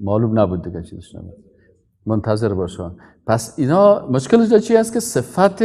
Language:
Persian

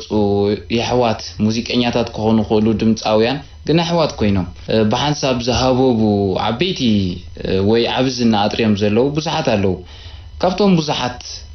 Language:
Tigrinya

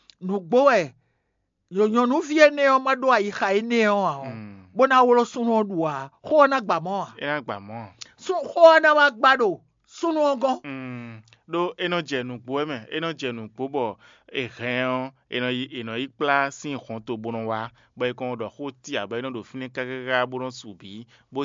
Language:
Fon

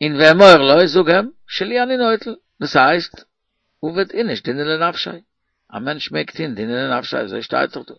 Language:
Yiddish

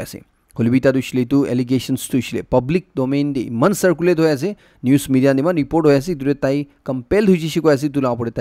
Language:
Naga Pidgin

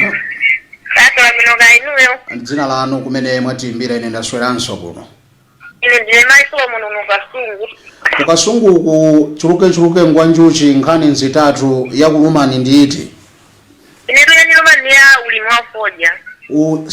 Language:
Nyanja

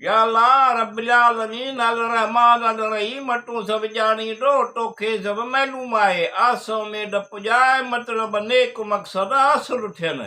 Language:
Sindhi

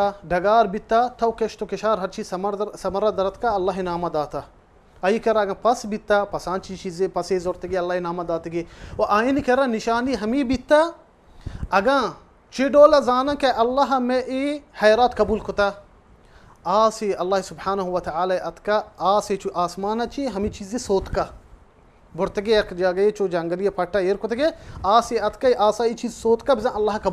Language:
Baluchi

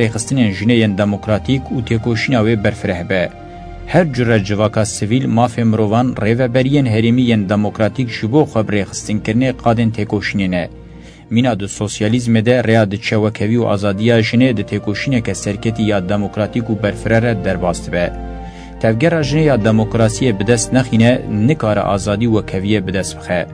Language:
Kurdish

